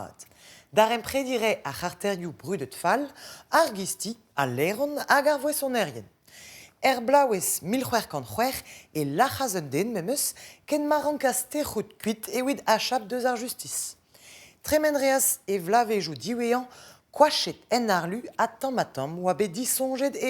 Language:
Breton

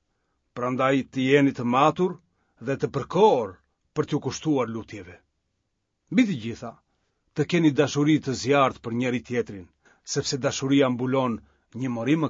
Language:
Albanian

